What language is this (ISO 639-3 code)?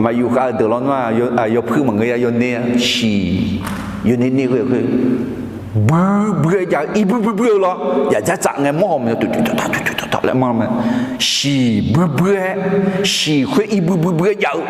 ahk